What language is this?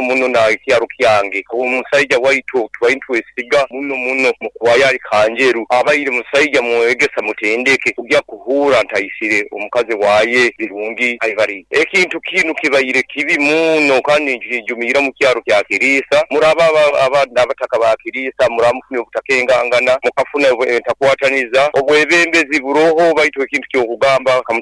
Nyoro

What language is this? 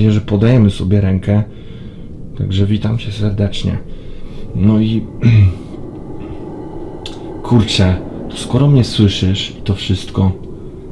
Polish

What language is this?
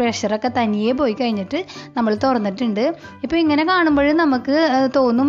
Malayalam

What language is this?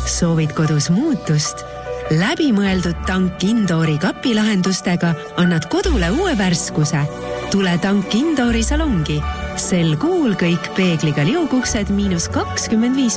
Estonian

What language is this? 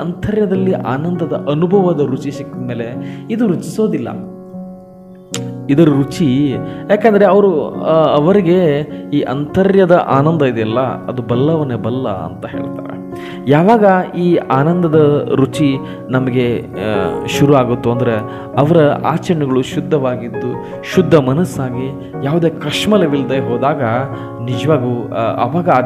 Kannada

